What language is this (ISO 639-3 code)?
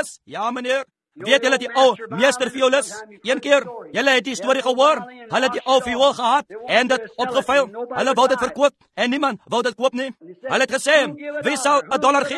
afr